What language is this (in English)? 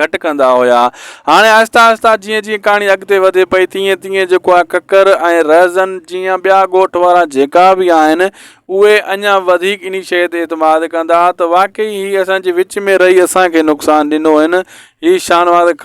Sindhi